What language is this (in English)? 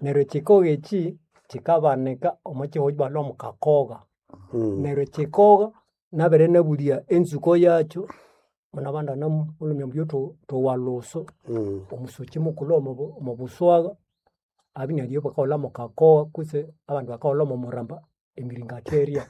Nande